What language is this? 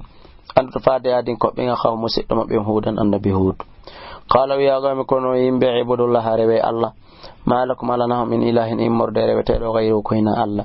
Fula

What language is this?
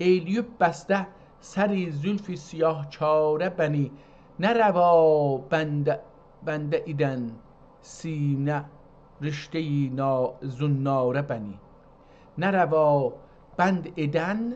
South Azerbaijani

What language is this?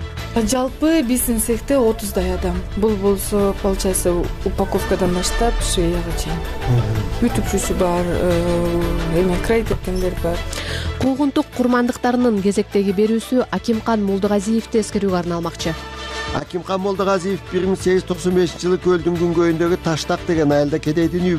Kyrgyz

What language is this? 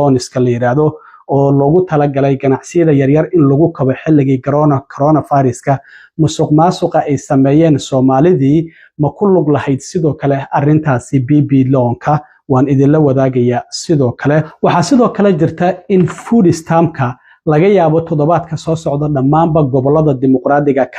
Somali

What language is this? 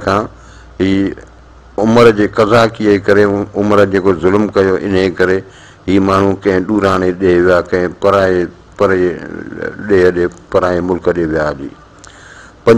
Sindhi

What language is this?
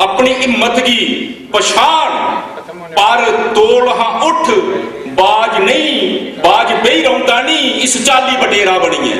Dogri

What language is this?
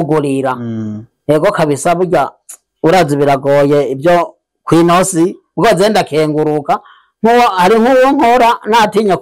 Rundi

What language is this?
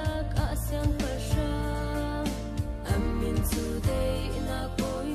Hakha Chin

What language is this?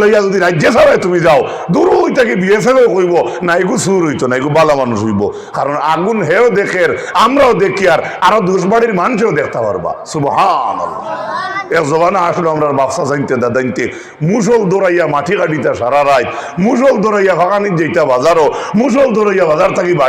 Sylheti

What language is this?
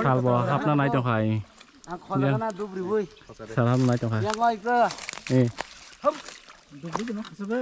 Kok Borok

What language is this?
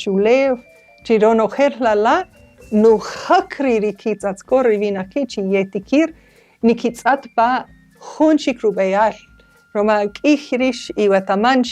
Kaqchikel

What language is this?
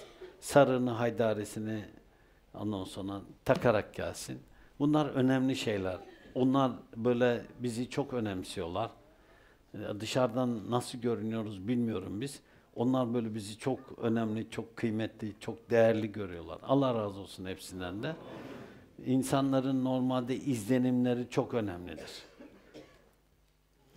Turkish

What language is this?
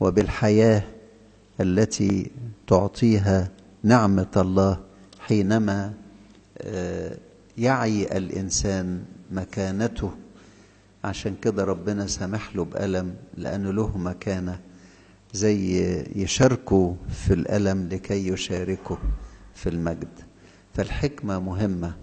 Egyptian Arabic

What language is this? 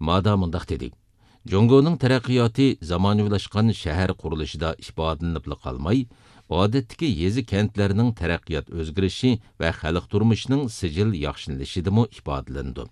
Uyghur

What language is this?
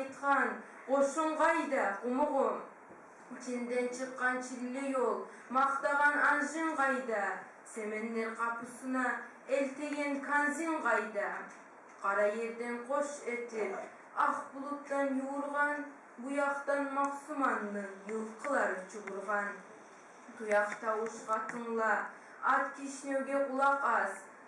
Kumyk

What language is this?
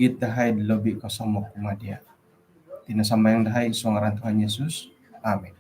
Central Dusun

